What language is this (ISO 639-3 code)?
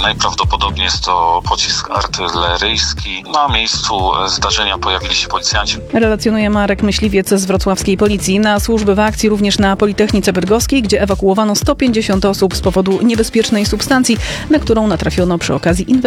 pol